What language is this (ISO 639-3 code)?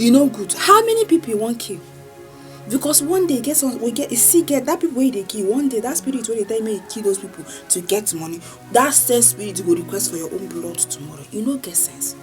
pcm